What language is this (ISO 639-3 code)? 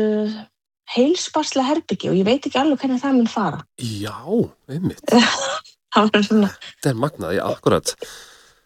isl